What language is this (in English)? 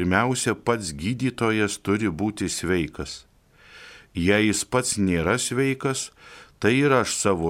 Lithuanian